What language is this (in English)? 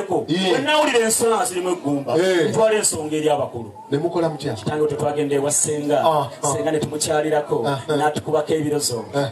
Ganda